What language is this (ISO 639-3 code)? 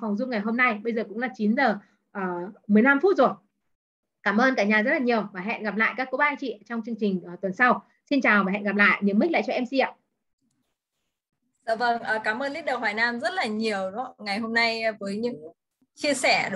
vie